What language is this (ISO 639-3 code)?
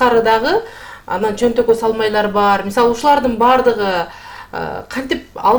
kir